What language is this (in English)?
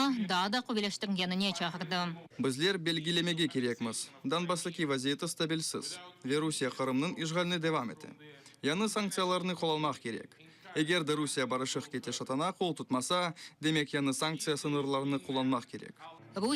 Crimean Tatar